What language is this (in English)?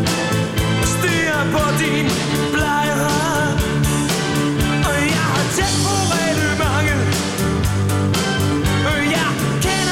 Danish